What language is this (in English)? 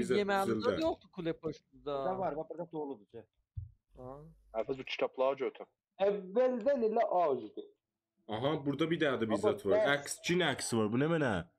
South Azerbaijani